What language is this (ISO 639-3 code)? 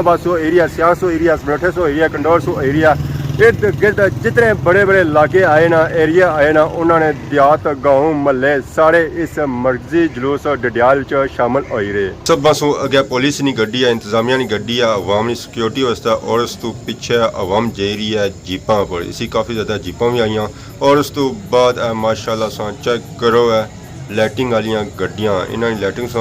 phr